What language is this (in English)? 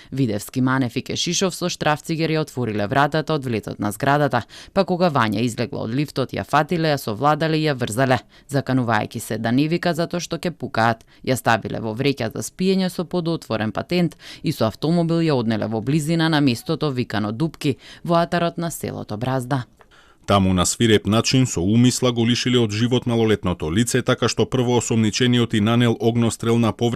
Macedonian